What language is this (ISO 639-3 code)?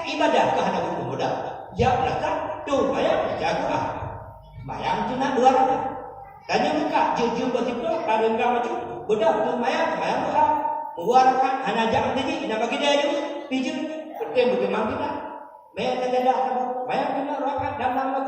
ace